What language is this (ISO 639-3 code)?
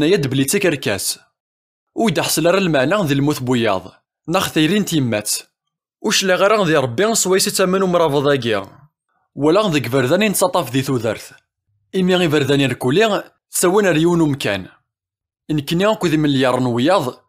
kab